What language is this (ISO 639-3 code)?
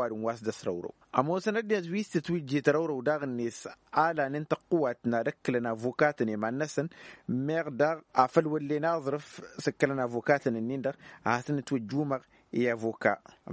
taq